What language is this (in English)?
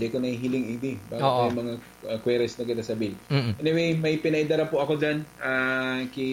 Bikol